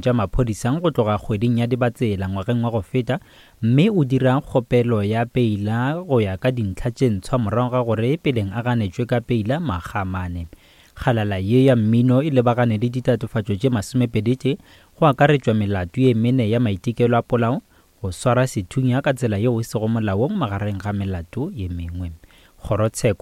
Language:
Northern Sotho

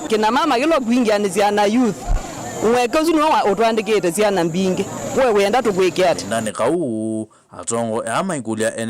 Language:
Kamba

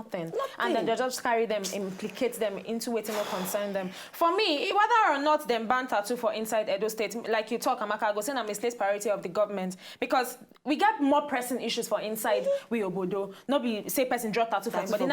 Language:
Nigerian Pidgin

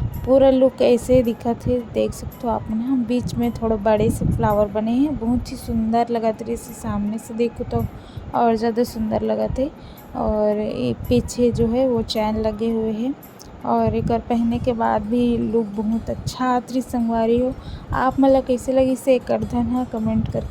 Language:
Chhattisgarhi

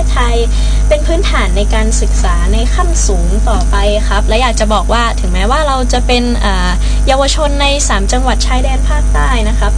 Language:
Thai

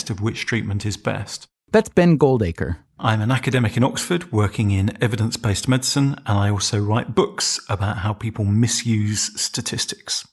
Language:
English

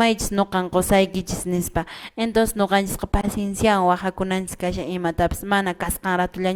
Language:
Quechua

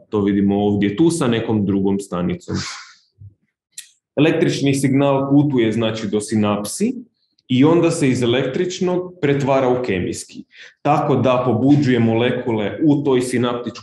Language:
Croatian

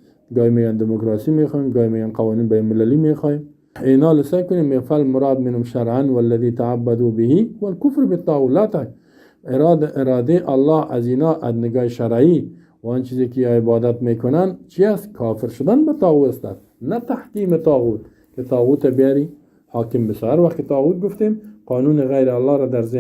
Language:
Persian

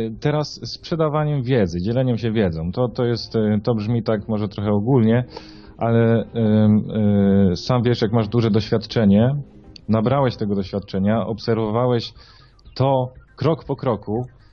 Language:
Polish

